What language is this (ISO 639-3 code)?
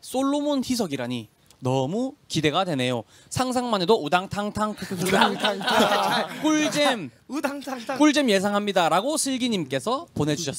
kor